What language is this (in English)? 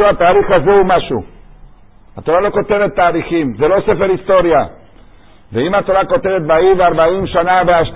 Hebrew